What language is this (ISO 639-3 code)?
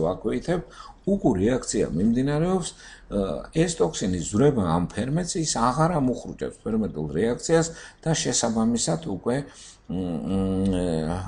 kat